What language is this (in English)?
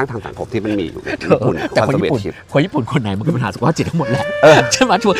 Thai